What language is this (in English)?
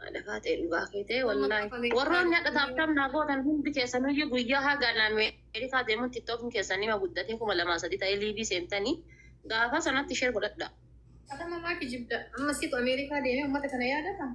Oromo